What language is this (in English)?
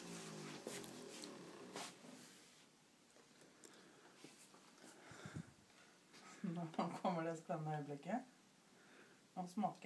Norwegian